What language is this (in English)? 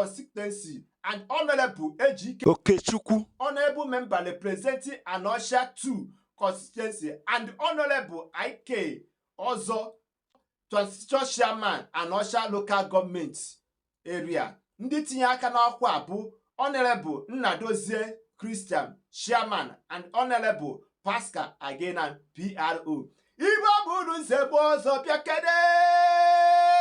Igbo